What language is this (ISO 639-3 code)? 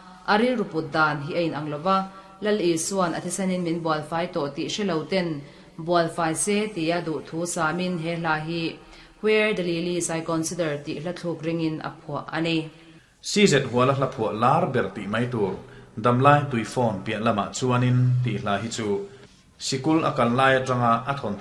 lus